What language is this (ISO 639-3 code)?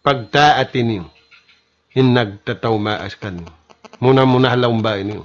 tsg